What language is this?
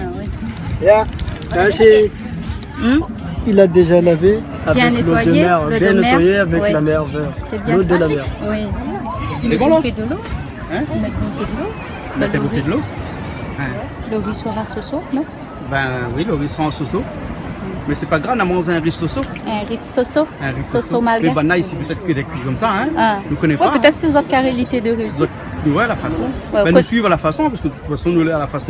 Réunion Creole French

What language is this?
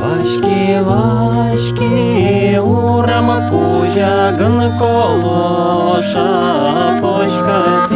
Udmurt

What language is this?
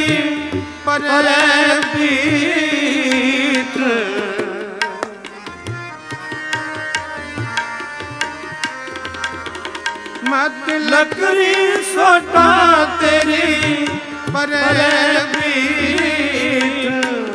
Punjabi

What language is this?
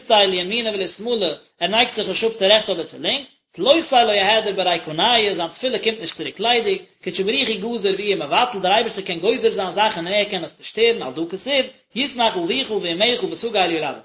Yiddish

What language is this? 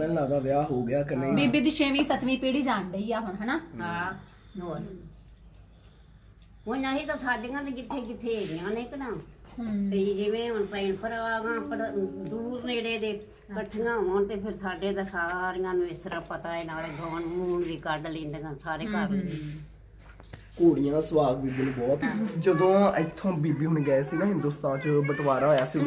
Punjabi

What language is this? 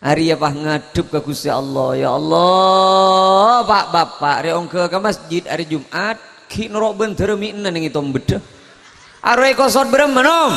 Madurese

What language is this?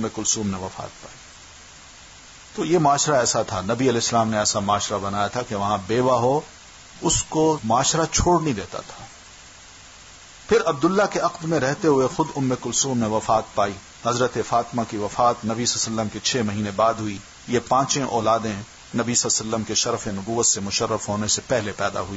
Urdu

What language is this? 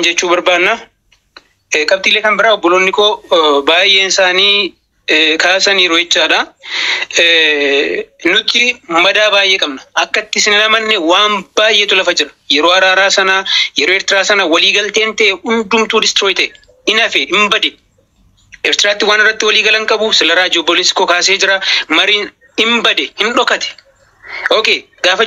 Oromo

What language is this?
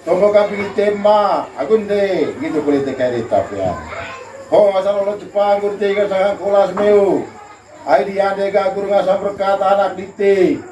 Manggarai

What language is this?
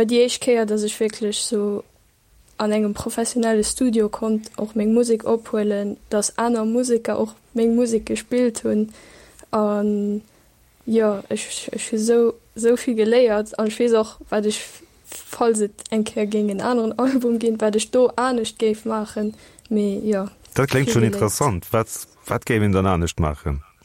Luxembourgish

